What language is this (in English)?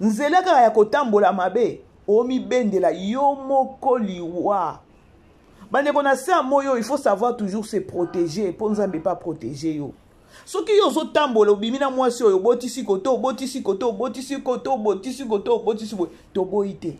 Lingala